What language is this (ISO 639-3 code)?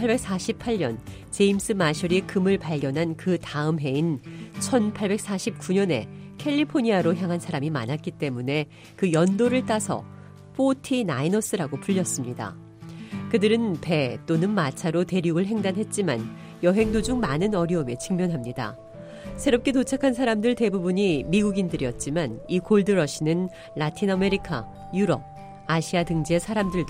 kor